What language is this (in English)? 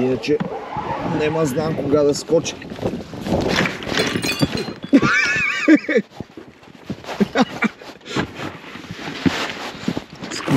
Bulgarian